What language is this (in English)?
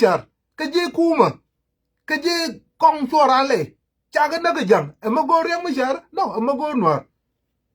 Nuer